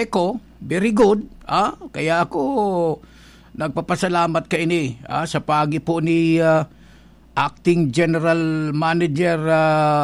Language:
Bikol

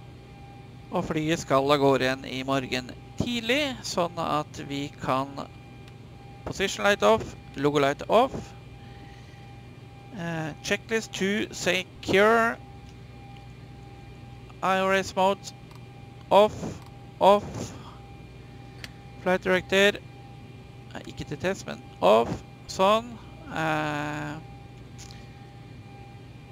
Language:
Norwegian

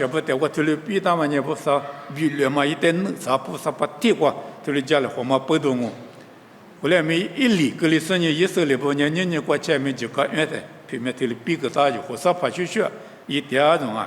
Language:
Lisu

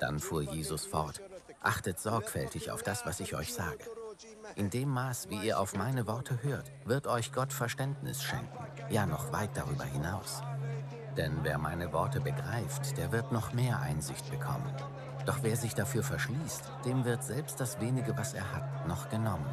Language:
Swiss German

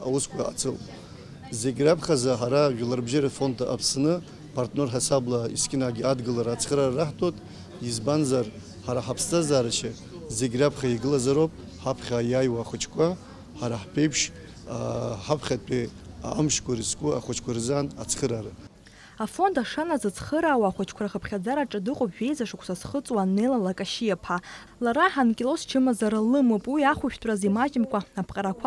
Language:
Abkhazian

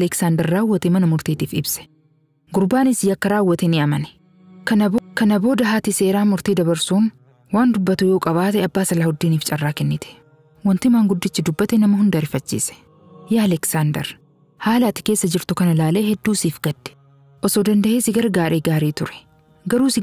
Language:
Oromo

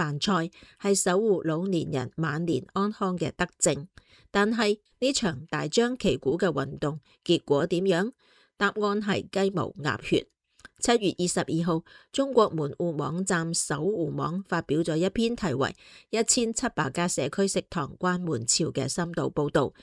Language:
Cantonese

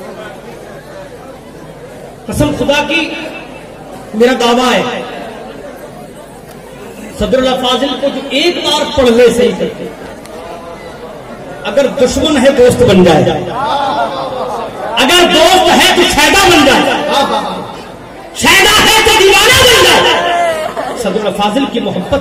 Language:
Urdu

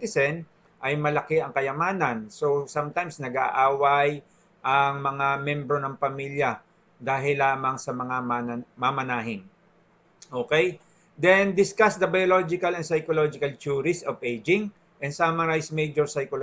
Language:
Filipino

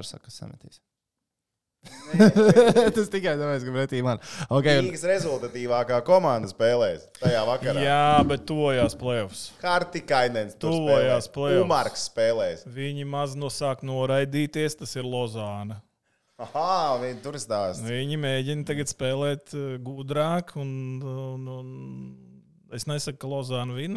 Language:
Latvian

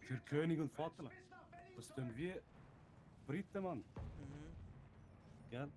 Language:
Swiss German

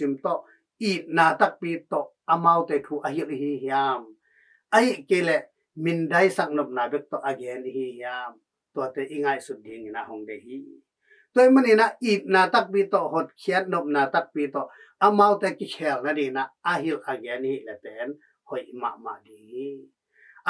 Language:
Tedim Chin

